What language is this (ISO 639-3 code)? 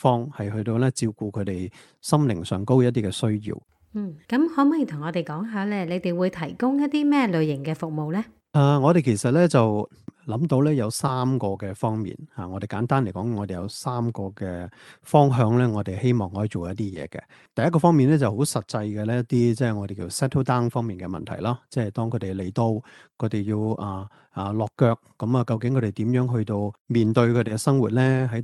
yue